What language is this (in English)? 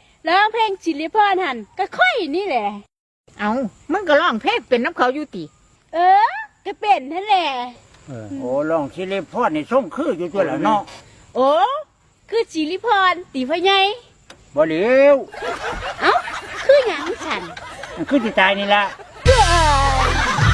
Northeastern Thai